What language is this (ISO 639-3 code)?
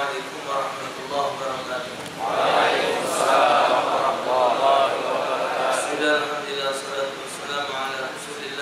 mui